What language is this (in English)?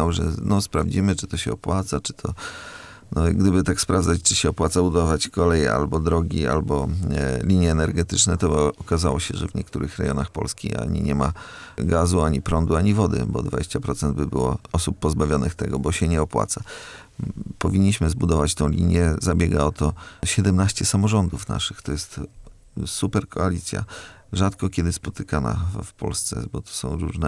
Polish